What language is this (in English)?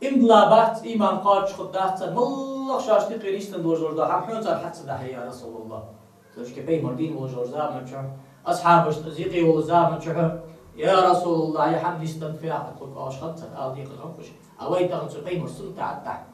Ingush